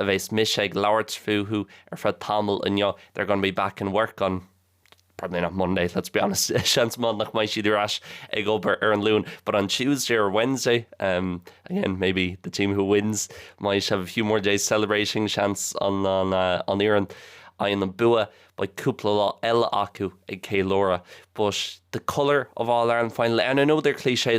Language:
Irish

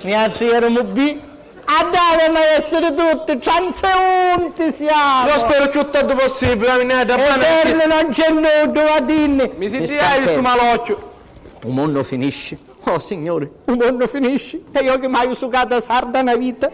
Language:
Sicilian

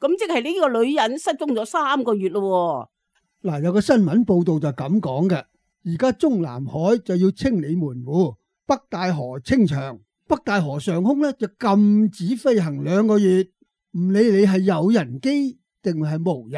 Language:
Cantonese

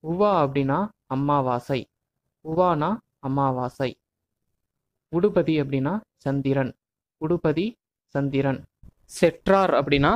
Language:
Tamil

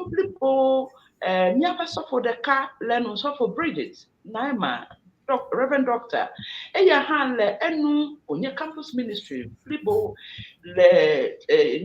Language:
Ewe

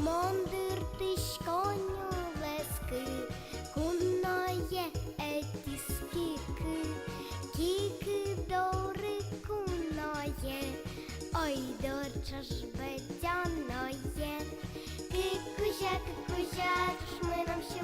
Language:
Udmurt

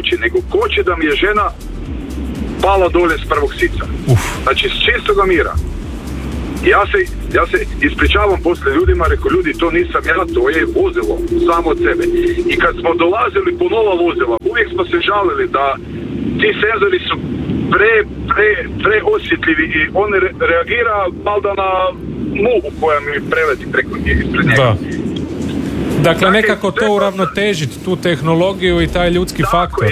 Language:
Croatian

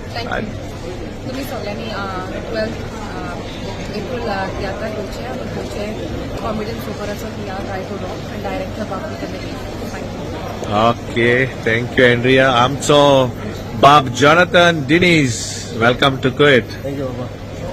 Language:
Konkani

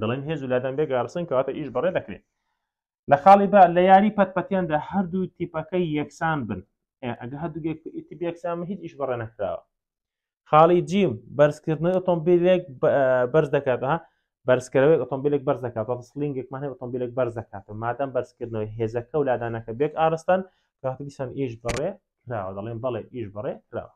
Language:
Central Kurdish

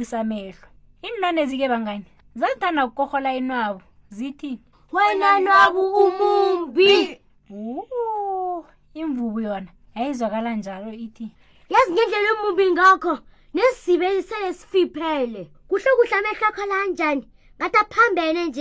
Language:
South Ndebele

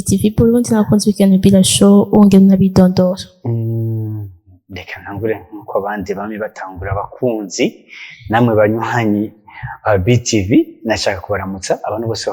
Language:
Rundi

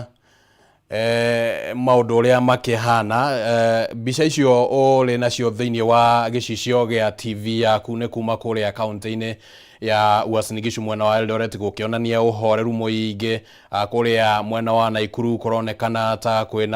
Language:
Kikuyu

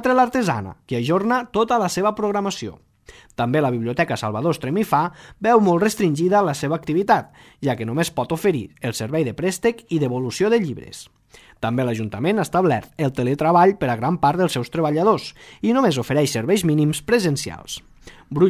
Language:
Catalan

